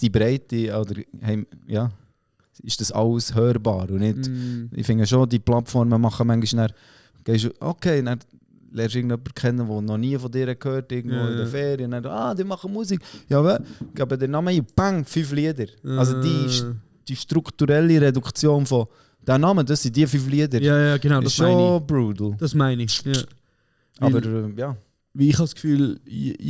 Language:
Swiss German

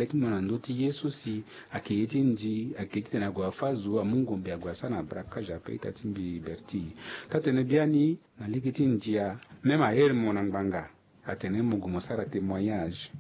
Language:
Sango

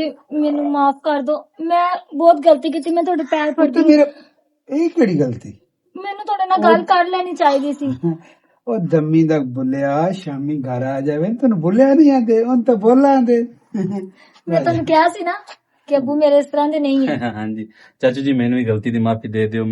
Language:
Western Panjabi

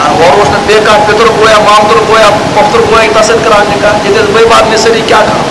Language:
Kashmiri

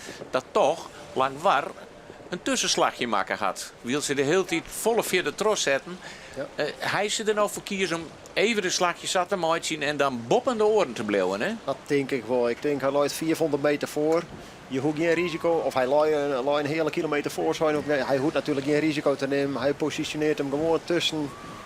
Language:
Western Frisian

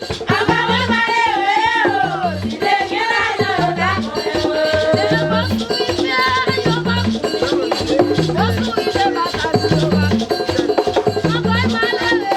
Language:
Haitian Creole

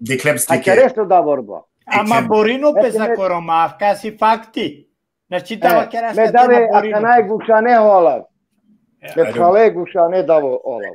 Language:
Balkan Romani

